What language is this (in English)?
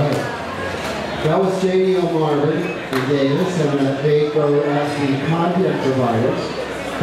English